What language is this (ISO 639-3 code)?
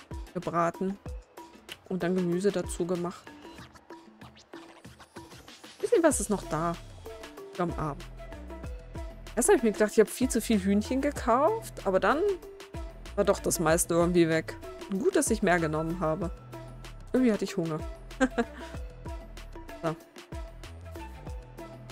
deu